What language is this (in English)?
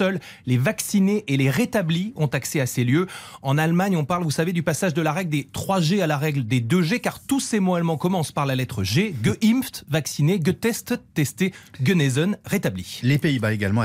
French